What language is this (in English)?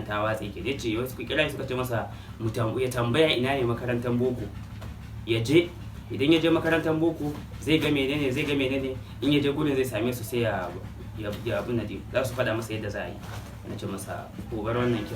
Hausa